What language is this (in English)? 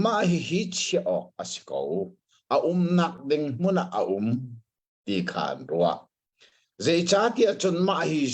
Hakha Chin